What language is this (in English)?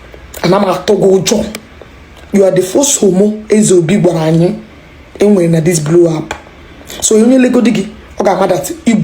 Igbo